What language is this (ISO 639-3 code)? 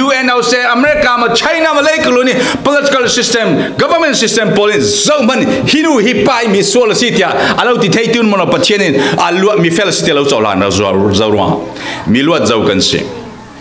cfm